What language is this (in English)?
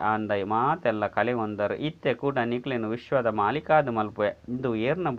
Tulu